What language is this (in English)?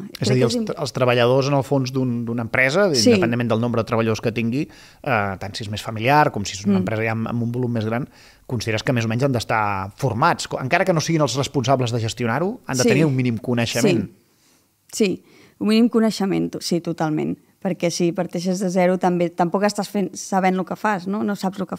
Catalan